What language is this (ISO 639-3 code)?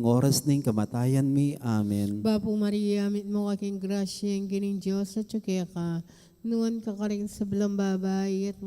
pam